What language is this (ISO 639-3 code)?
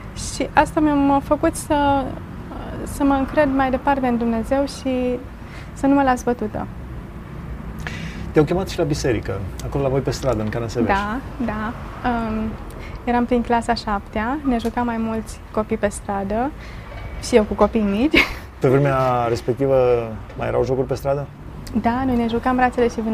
ron